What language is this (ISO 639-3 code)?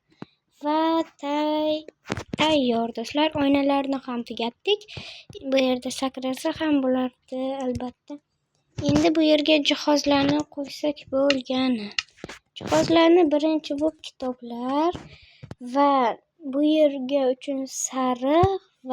uzb